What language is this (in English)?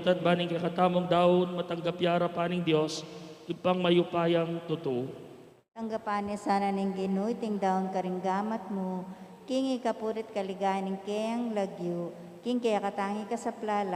Pampanga